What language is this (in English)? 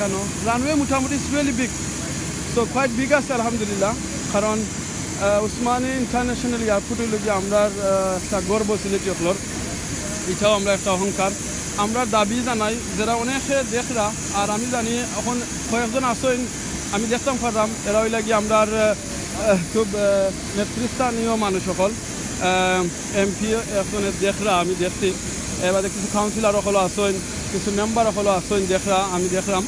Sylheti